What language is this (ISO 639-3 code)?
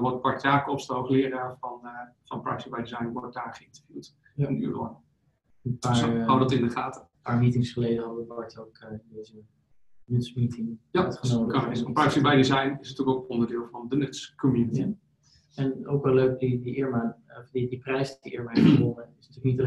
nld